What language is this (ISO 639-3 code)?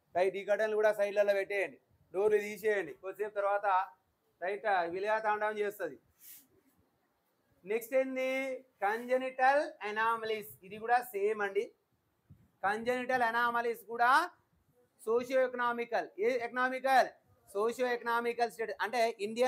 tel